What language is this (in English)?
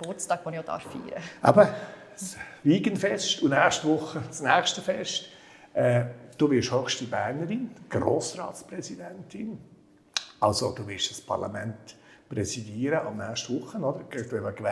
Swiss German